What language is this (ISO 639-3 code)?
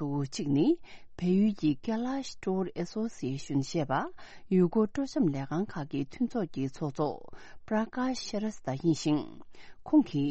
bod